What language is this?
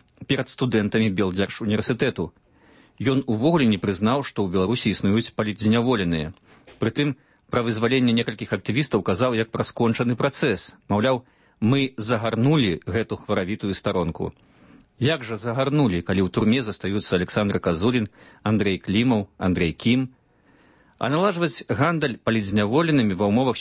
Belarusian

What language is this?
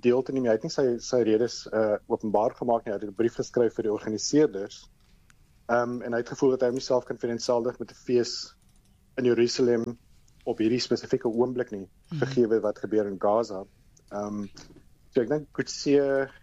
Afrikaans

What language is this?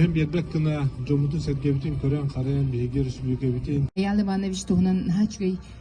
Yakut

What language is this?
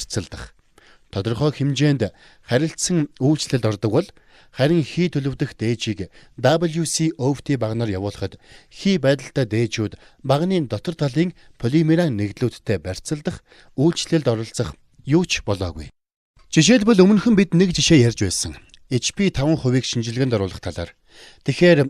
Mongolian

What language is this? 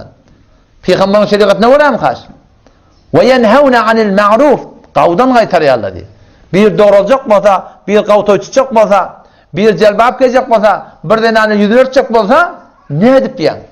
Turkmen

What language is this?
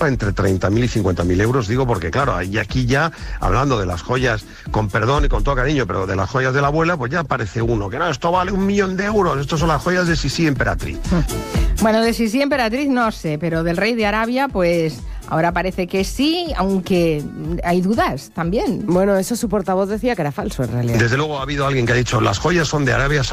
Spanish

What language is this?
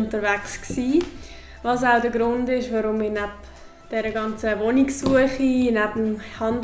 Swiss German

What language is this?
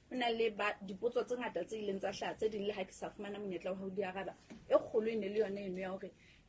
Southern Sotho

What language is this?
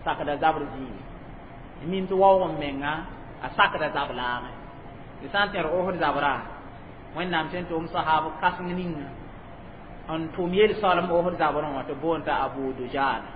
Mossi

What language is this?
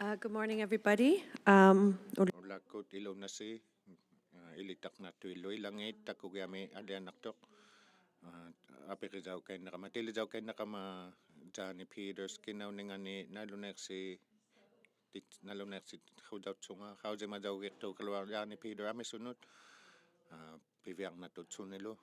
Inuktitut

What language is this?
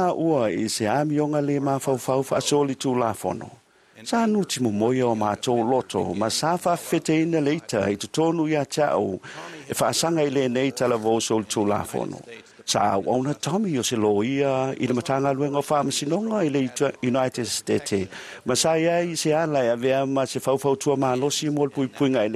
Samoan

